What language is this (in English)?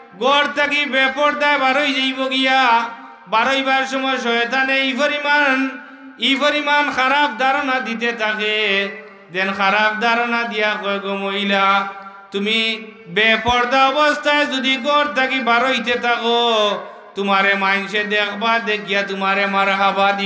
Sylheti